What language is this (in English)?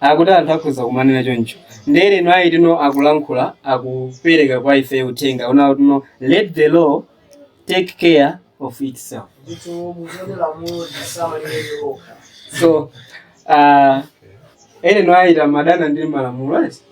Nyanja